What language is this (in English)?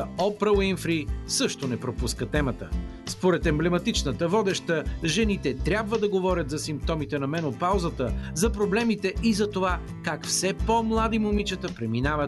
Bulgarian